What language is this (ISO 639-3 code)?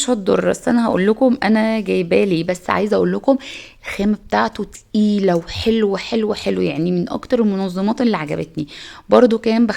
arz